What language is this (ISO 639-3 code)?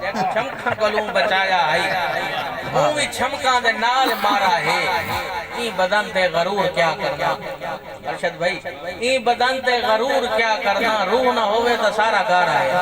skr